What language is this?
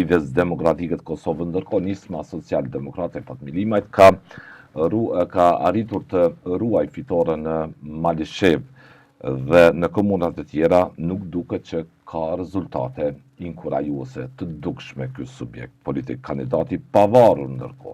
Albanian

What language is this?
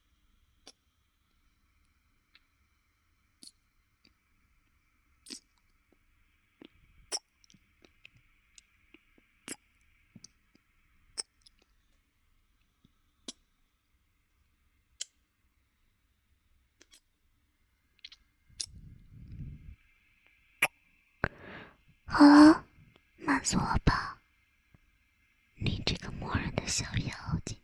Chinese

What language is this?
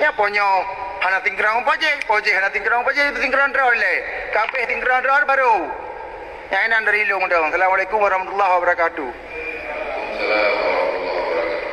Achinese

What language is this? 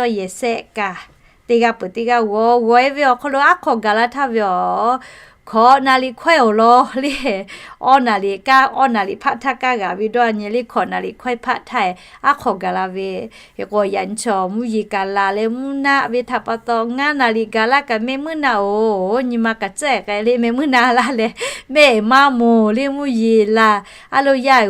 Lahu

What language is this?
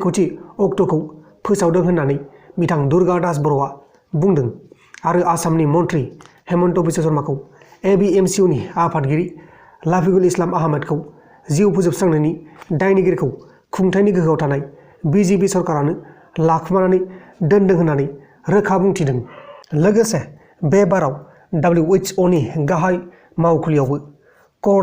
Bodo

